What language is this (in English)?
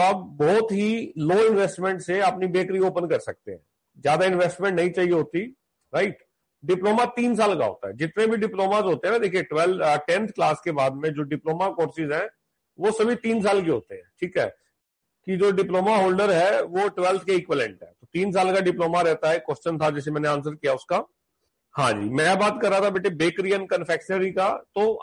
Hindi